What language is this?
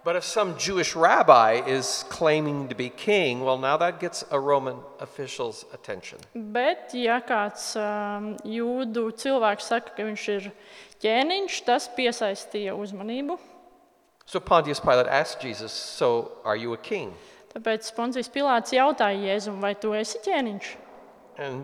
Latvian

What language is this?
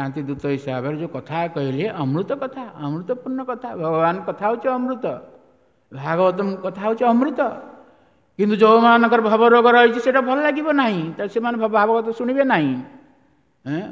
Odia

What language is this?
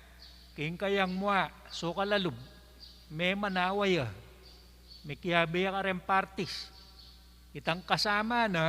Pampanga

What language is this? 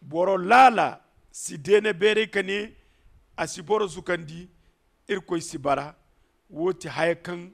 Zarma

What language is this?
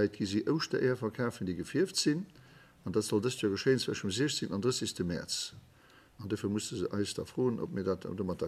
Luxembourgish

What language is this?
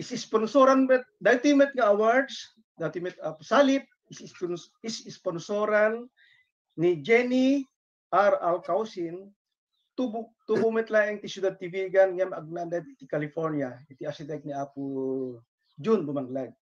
Iloko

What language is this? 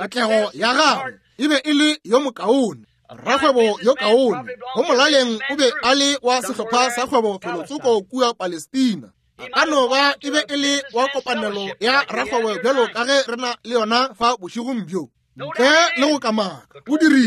Northern Sotho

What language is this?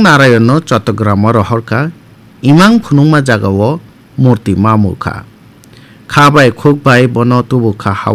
Kok Borok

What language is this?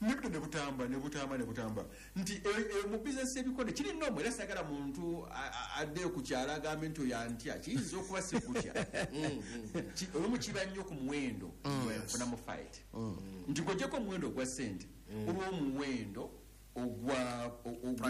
Ganda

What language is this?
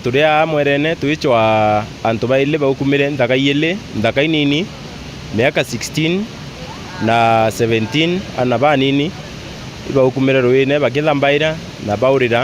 Meru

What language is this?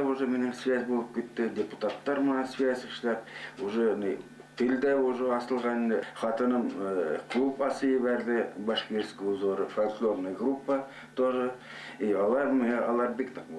Bashkir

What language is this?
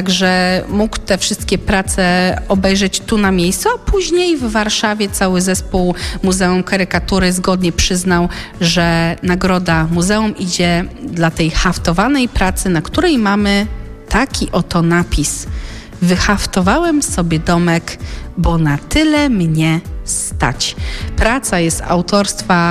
Polish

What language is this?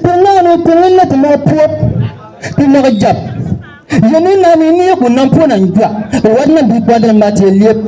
Bimoba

